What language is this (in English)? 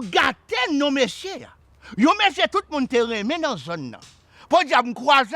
Haitian Creole